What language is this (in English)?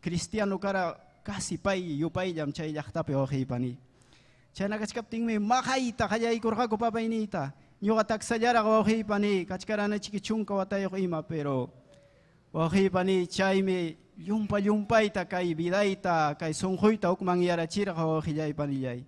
Ayacucho Quechua